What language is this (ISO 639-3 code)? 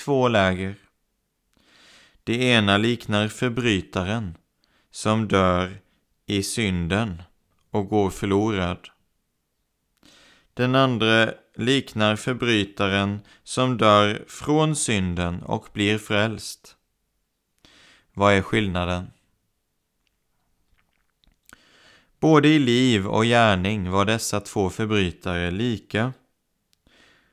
swe